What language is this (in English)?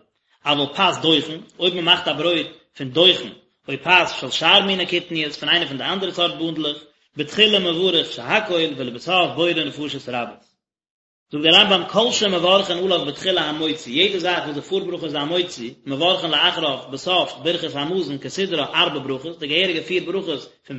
Yiddish